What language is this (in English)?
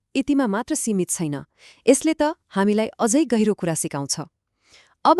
Nepali